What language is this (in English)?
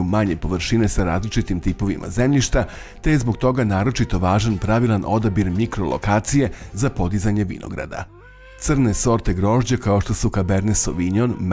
Serbian